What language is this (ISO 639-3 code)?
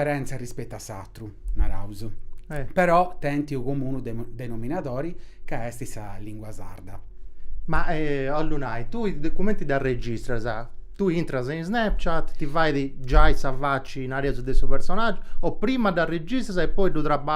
srd